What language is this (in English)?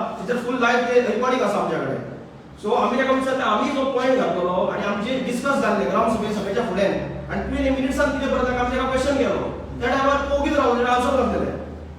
Konkani